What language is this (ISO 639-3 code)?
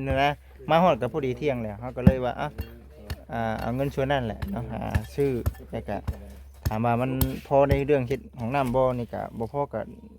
lao